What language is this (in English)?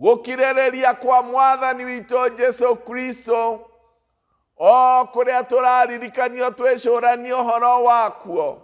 Kikuyu